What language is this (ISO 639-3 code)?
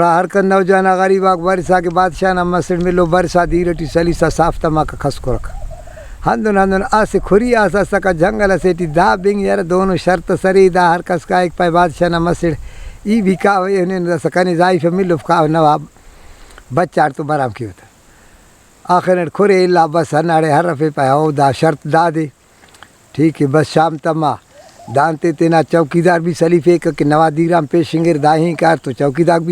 brh